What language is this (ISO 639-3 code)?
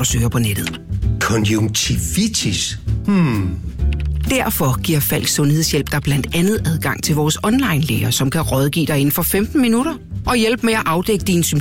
dan